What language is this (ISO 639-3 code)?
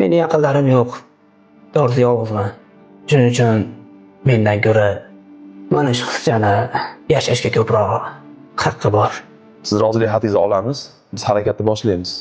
uzb